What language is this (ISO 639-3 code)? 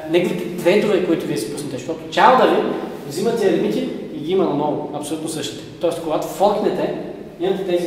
bul